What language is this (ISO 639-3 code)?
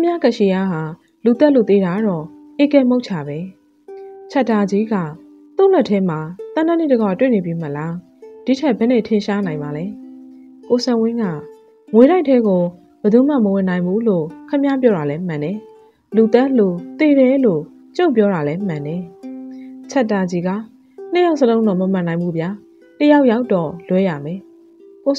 mya